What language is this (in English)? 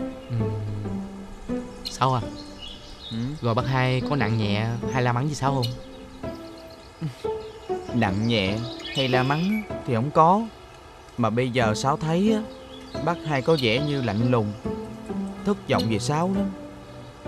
Vietnamese